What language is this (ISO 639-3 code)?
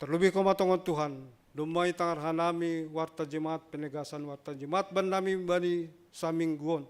bts